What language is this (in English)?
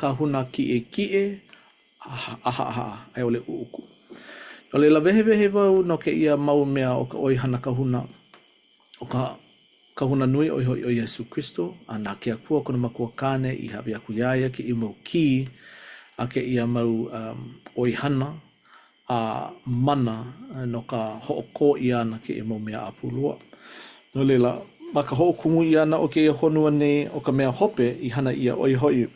Hawaiian